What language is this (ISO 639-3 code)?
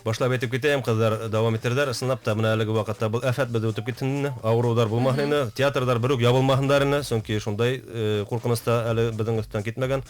bak